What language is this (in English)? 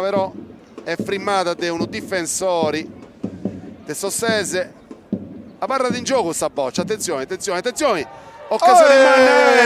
Sardinian